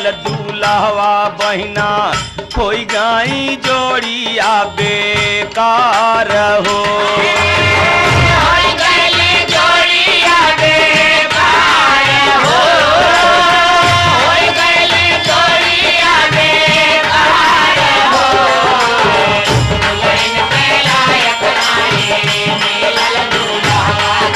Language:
Bhojpuri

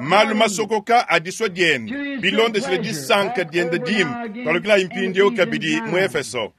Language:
Luba-Lulua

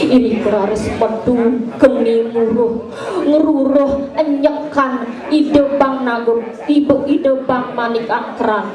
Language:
Balinese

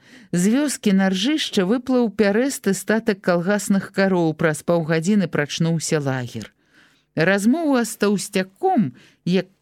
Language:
Belarusian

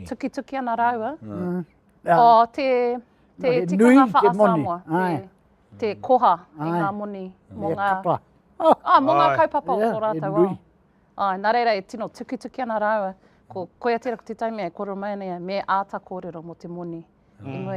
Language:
Māori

